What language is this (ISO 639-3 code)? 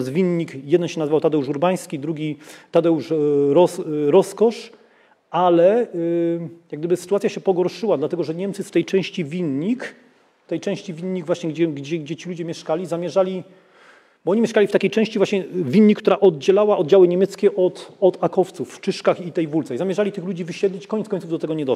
pol